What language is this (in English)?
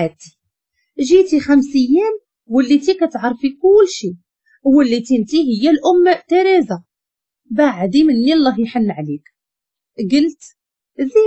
Moroccan Arabic